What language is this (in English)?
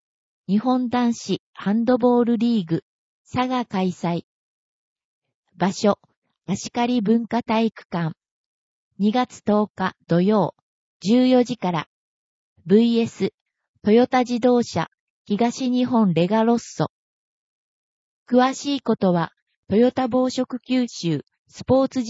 Japanese